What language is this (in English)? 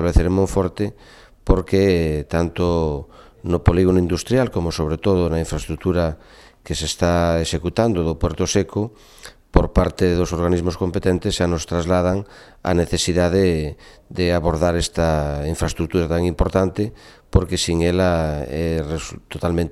Galician